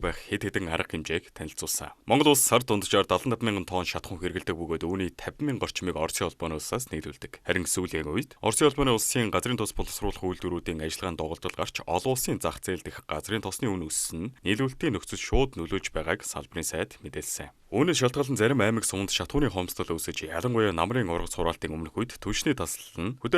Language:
Mongolian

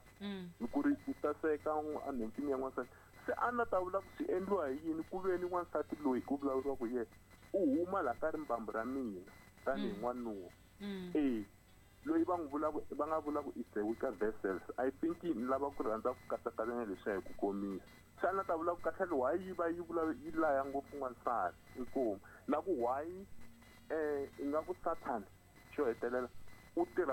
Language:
Tsonga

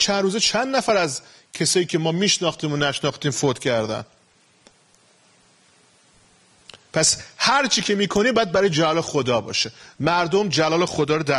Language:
Persian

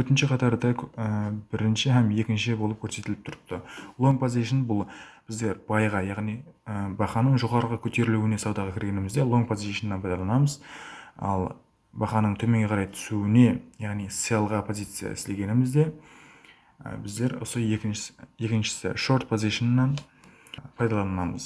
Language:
Kara-Kalpak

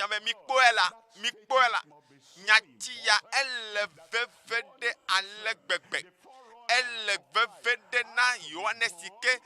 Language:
Ewe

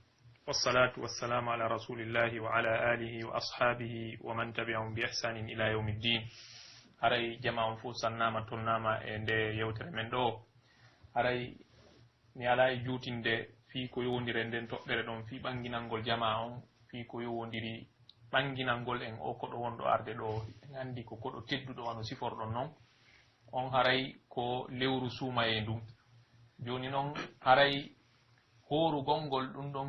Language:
Pular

